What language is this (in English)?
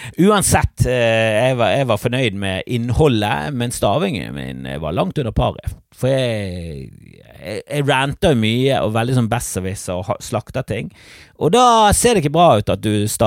Norwegian